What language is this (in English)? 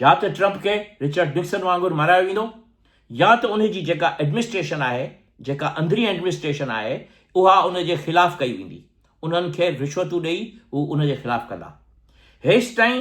Sindhi